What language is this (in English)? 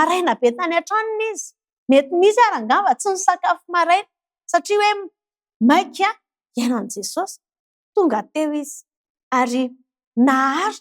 Malagasy